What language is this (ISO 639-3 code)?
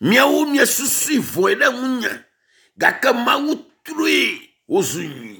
ewe